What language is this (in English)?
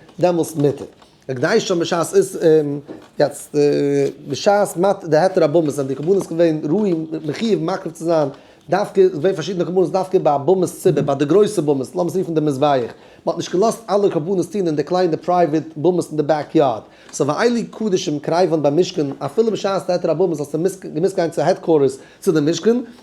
Yiddish